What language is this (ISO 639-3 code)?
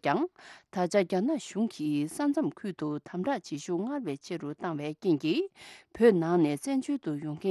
bod